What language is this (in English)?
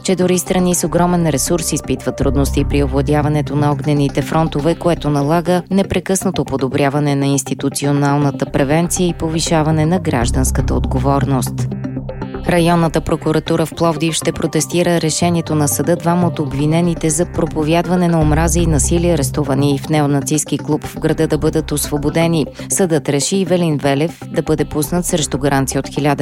Bulgarian